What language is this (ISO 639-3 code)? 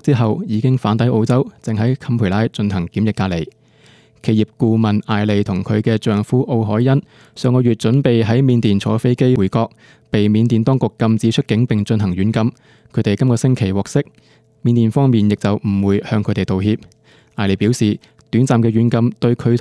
yue